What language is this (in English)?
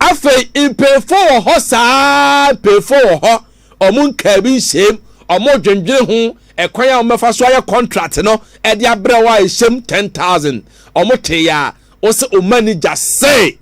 Akan